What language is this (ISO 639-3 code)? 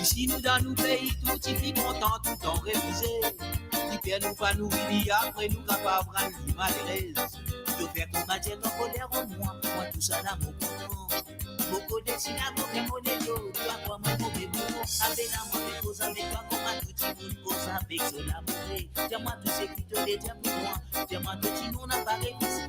mfe